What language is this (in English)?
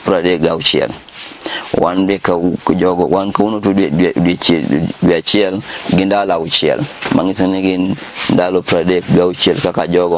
Luo (Kenya and Tanzania)